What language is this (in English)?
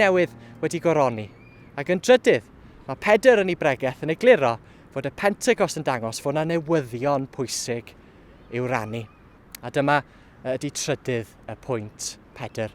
Welsh